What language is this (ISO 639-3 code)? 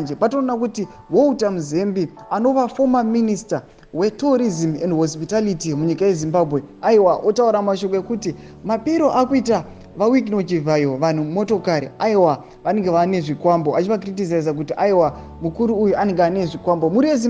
sna